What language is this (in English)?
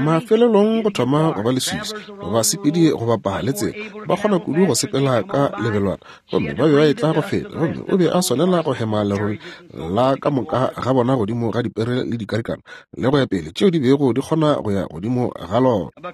Northern Sotho